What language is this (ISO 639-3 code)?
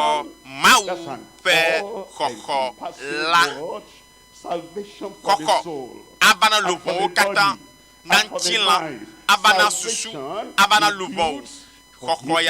ewe